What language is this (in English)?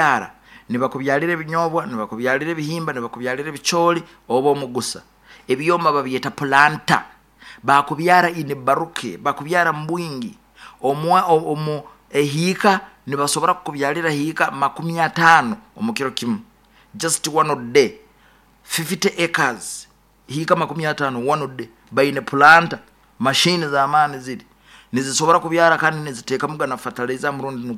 Nyoro